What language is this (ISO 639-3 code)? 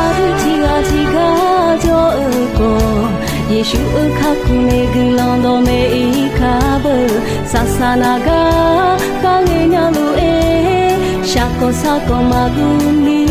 ahk